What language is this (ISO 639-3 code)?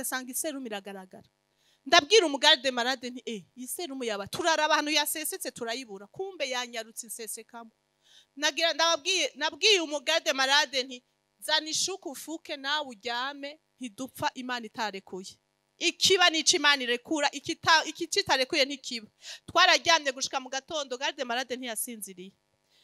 run